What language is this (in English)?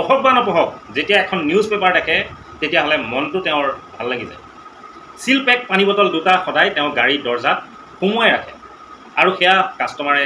Assamese